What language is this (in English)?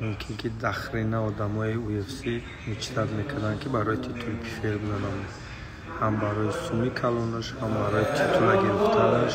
Tajik